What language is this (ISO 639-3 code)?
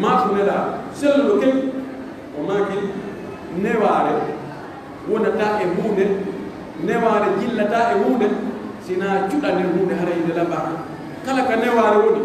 ful